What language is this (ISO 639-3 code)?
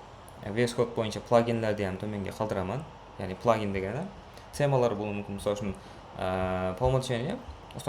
kaa